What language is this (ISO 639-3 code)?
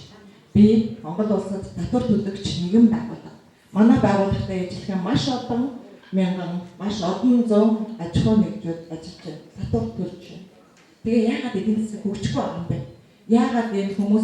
mon